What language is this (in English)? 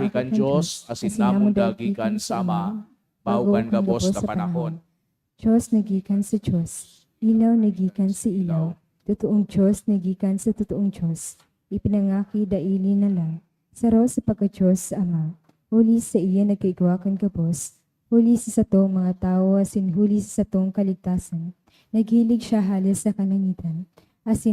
Bikol